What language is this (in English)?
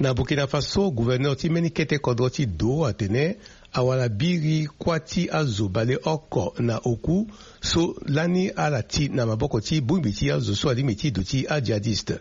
Sango